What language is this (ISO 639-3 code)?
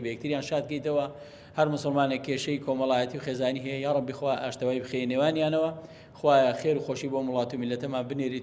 ckb